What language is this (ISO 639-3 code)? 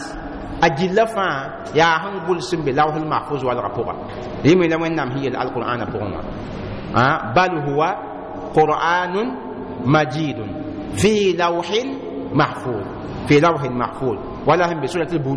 mos